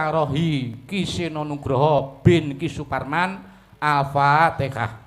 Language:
Javanese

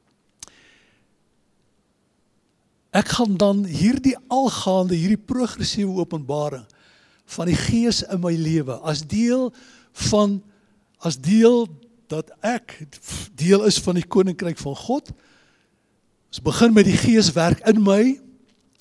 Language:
Afrikaans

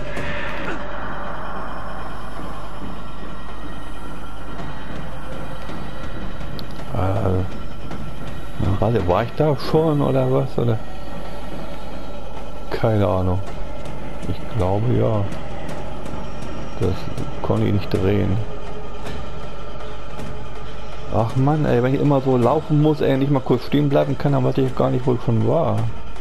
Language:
German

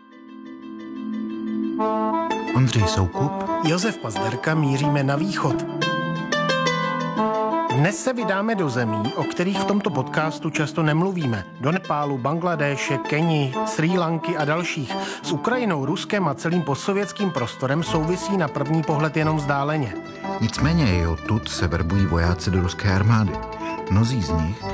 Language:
Czech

